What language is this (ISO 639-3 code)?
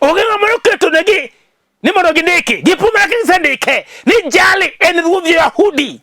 luo